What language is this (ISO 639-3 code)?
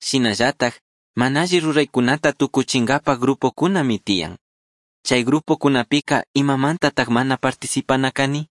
qug